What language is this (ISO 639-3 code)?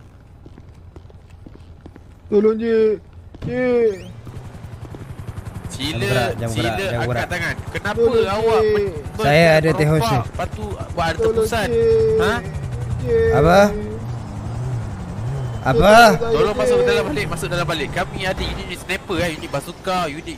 msa